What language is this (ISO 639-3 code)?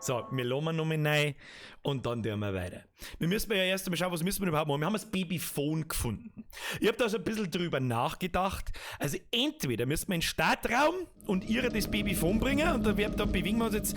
bar